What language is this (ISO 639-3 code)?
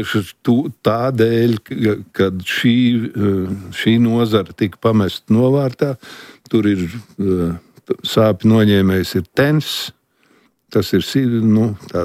lav